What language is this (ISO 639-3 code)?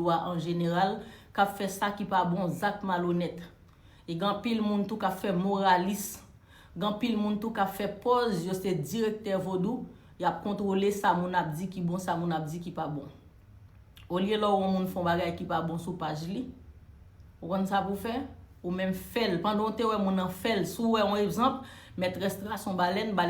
hat